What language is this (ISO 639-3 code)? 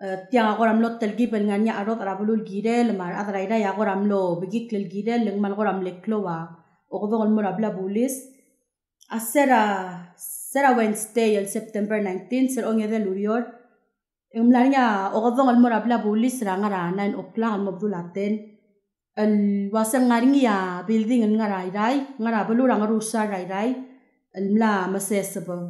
pau